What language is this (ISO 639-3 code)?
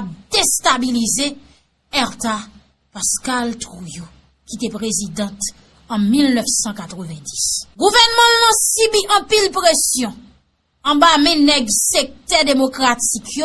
hat